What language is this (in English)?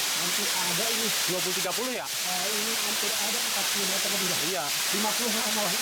Betawi